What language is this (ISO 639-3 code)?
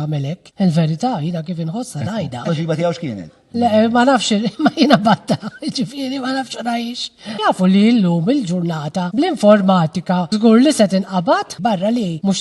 mlt